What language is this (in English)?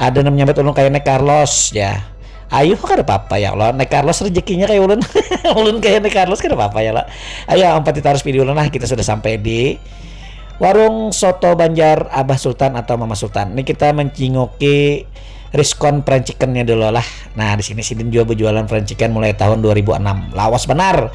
Banjar